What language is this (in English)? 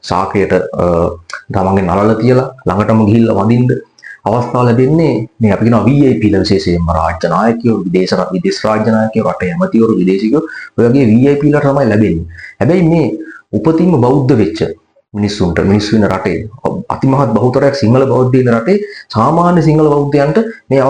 Sinhala